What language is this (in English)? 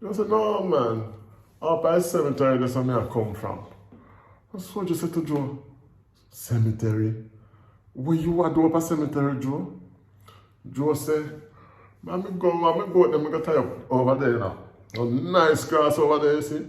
Jamaican Creole English